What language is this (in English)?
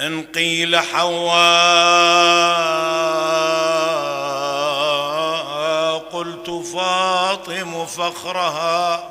Mesopotamian Arabic